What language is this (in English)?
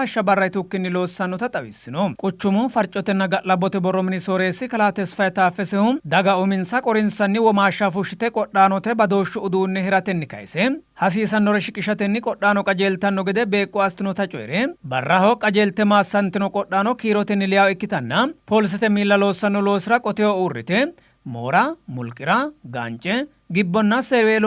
Sidamo